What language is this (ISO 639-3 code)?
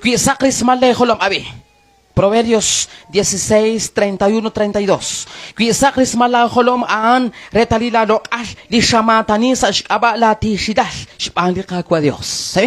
kek